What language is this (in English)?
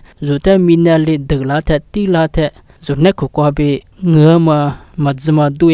Lisu